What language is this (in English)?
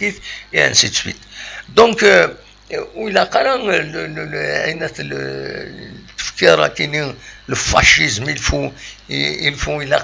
Kabyle